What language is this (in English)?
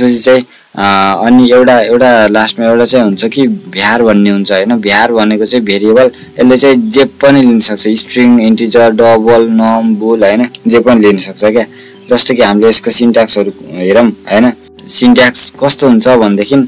Nepali